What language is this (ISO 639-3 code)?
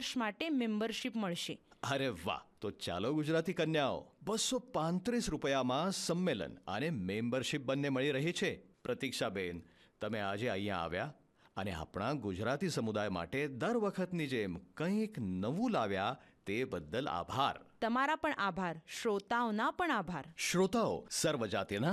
guj